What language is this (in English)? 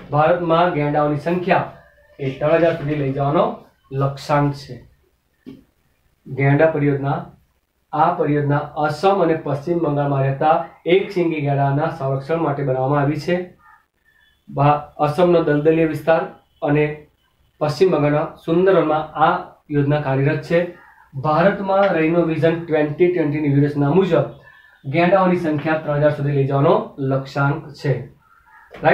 Gujarati